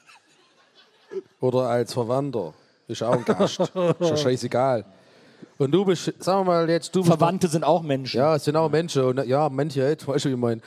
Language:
German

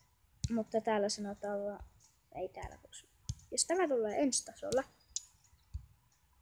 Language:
Finnish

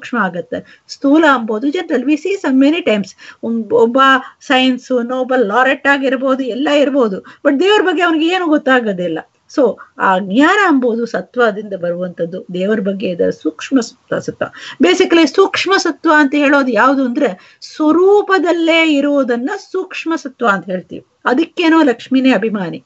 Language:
Kannada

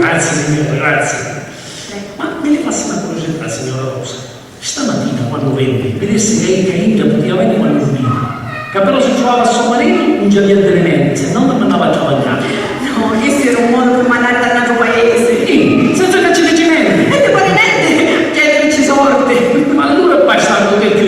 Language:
Sicilian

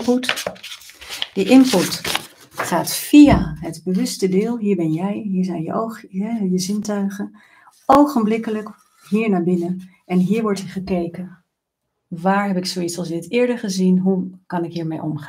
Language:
Dutch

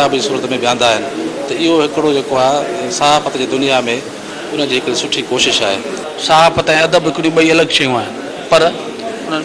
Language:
Sindhi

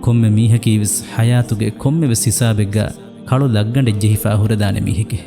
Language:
Divehi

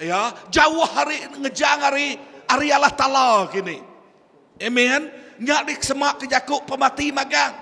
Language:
Iban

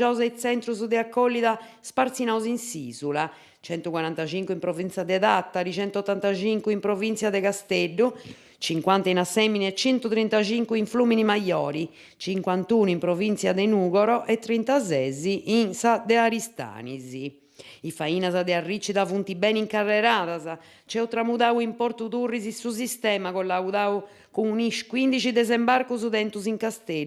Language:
Sardinian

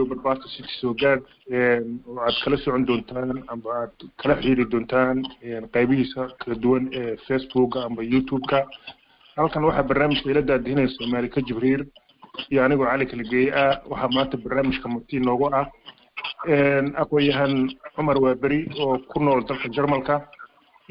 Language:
Somali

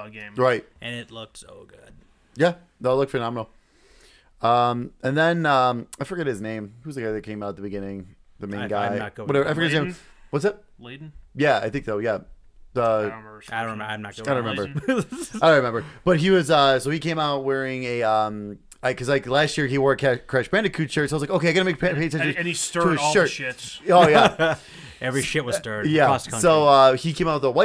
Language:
English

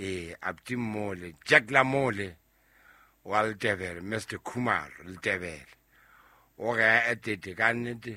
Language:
Southern Sotho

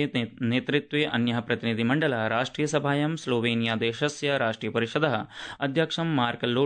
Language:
Sanskrit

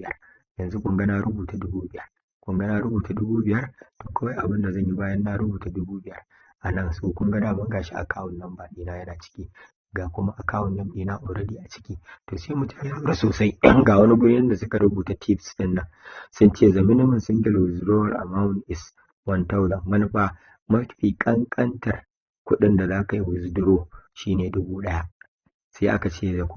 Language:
Hausa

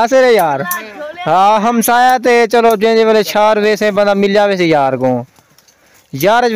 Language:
Saraiki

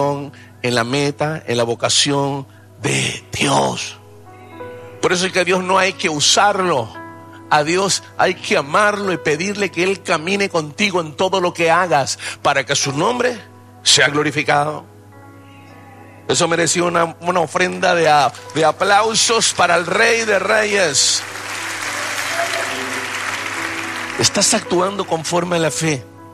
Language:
Spanish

